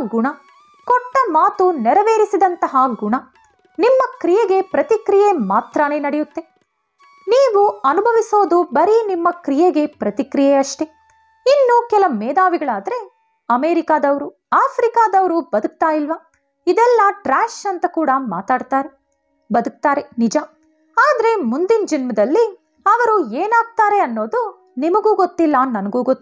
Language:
Kannada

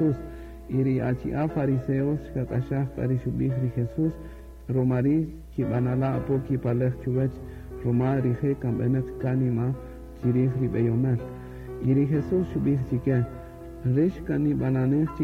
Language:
Kaqchikel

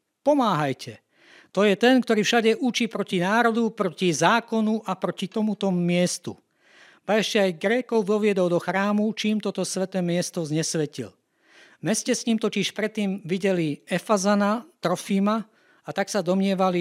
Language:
Slovak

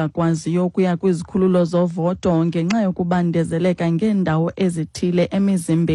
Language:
Xhosa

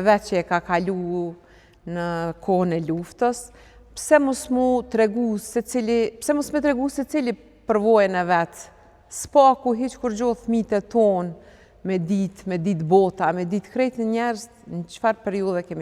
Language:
Albanian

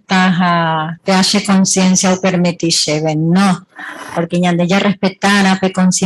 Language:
Guarani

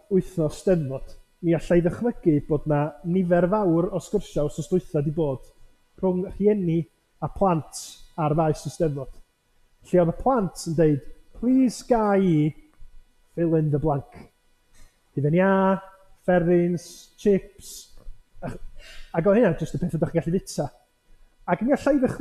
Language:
Welsh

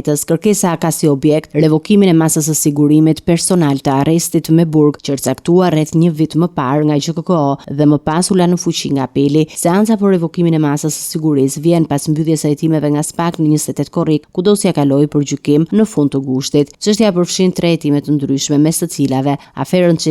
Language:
Albanian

